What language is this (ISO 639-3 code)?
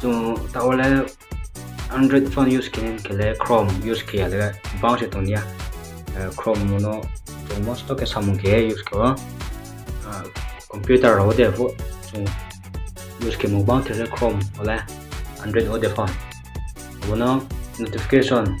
ria